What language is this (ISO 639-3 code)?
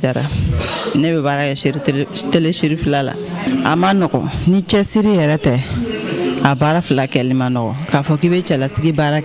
bam